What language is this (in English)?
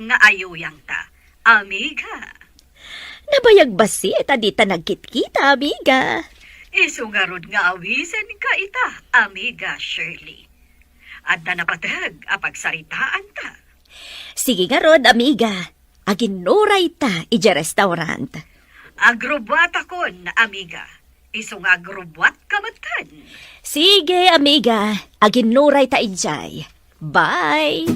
Iloko